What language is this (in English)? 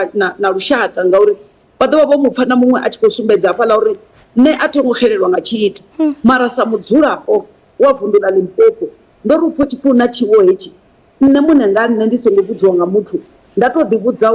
Venda